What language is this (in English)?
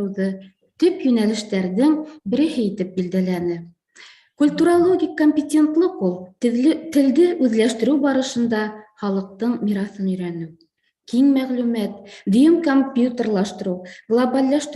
Bashkir